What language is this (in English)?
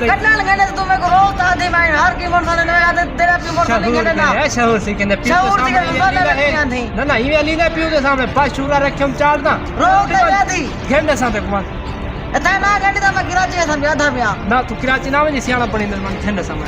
Saraiki